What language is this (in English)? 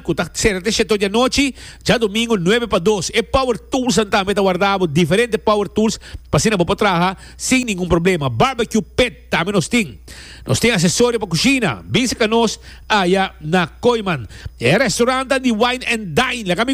Papiamento